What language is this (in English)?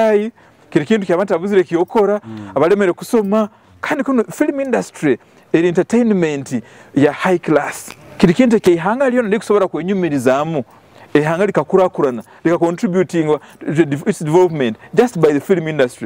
Nyoro